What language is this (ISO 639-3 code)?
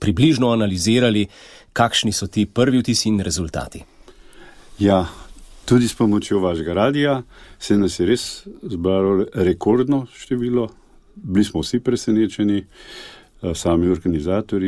slv